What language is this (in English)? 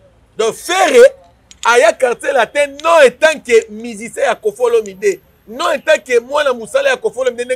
Lingala